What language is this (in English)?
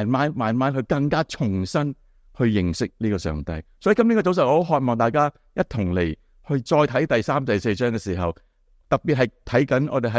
Cantonese